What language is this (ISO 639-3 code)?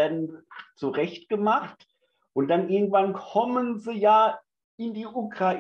deu